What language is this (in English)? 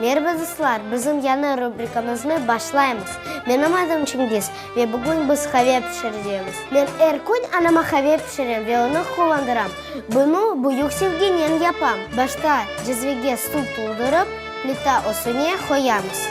Crimean Tatar